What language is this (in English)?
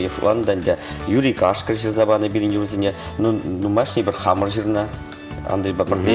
Chuvash